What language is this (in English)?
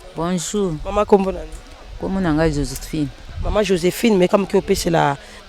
Lingala